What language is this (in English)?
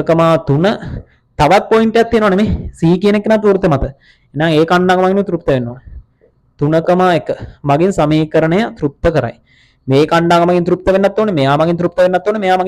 Sinhala